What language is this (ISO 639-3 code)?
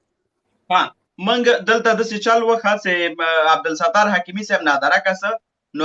pus